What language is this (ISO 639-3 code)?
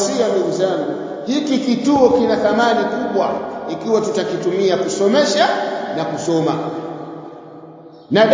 swa